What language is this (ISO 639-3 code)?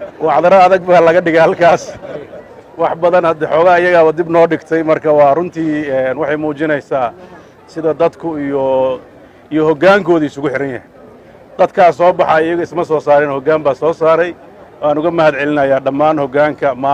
som